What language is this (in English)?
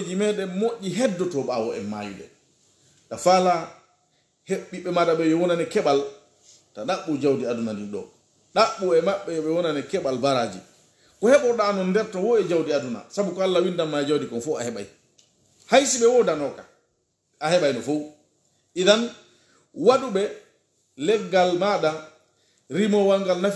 Pular